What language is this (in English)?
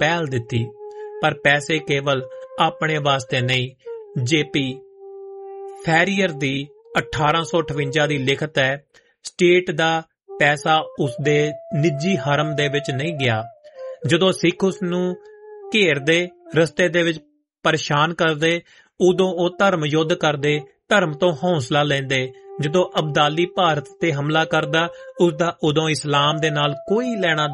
Punjabi